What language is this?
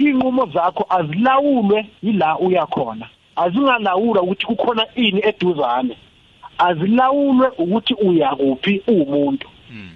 South Ndebele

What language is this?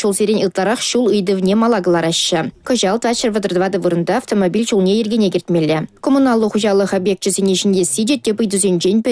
Chuvash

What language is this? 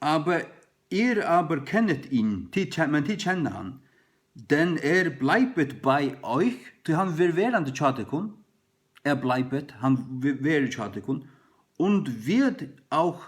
Faroese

